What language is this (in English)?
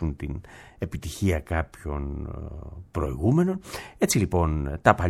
Greek